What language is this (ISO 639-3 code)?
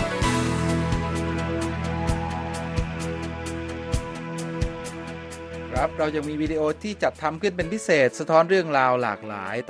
tha